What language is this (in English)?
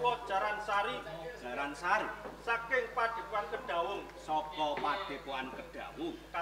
Javanese